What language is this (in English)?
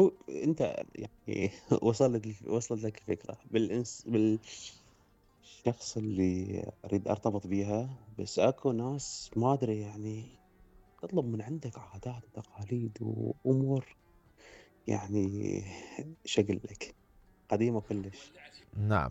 Mesopotamian Arabic